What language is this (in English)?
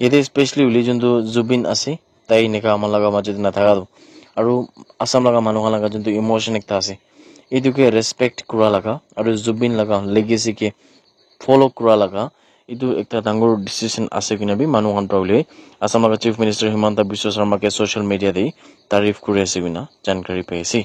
Naga Pidgin